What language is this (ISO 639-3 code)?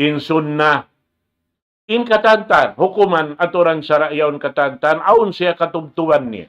tsg